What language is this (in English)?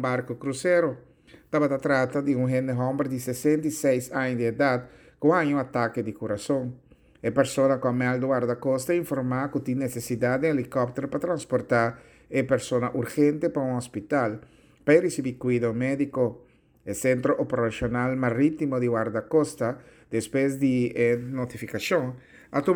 Papiamento